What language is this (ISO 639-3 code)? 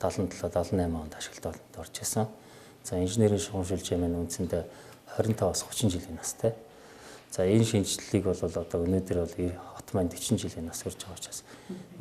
mon